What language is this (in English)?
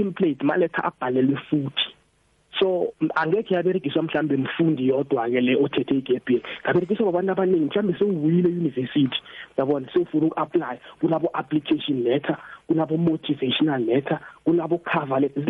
South Ndebele